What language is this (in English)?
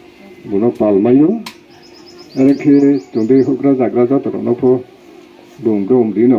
Riang (India)